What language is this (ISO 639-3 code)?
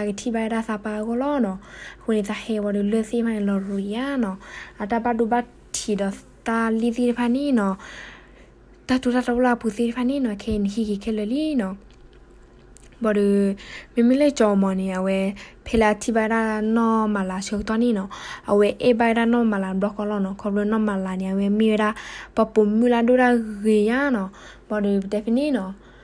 ksw